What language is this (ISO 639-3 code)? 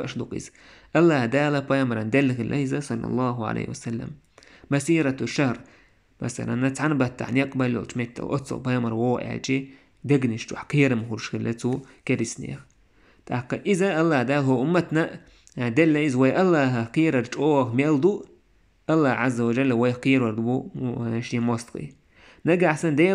che